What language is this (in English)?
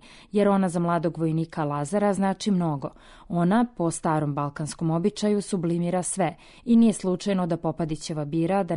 Serbian